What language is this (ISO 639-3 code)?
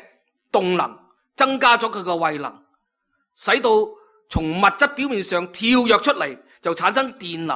yue